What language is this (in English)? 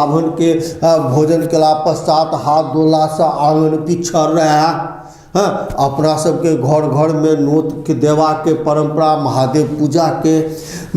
Maithili